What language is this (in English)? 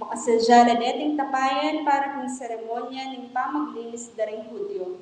Pampanga